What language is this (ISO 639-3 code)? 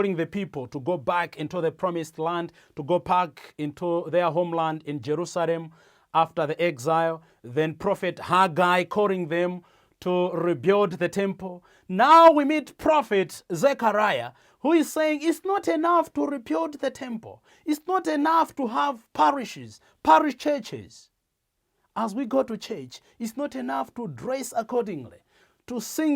eng